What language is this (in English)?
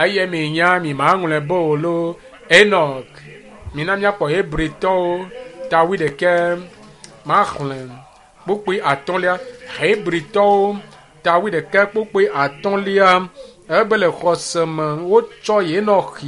Ewe